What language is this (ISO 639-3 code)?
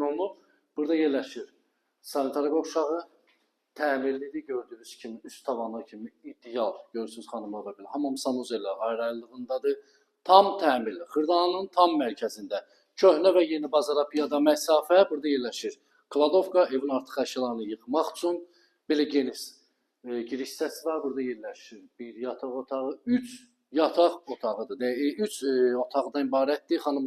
aze